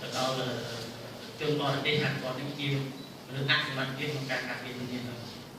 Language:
Khmer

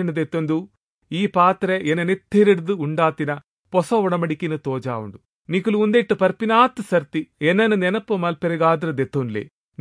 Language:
Tulu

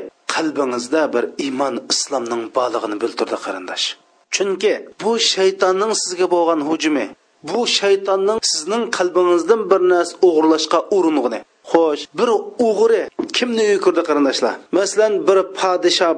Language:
Uyghur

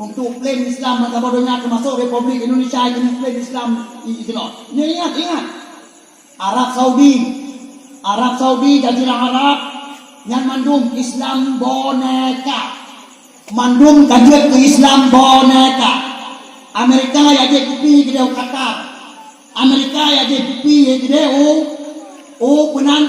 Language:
Achinese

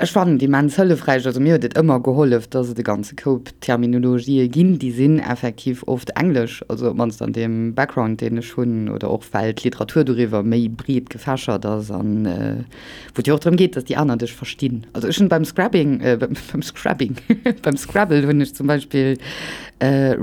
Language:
Luxembourgish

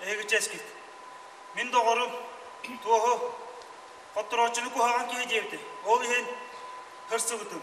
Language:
Yakut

